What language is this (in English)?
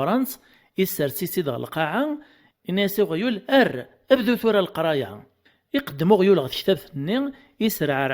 Kabyle